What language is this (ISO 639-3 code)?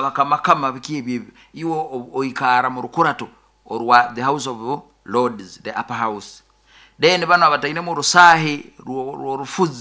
nyo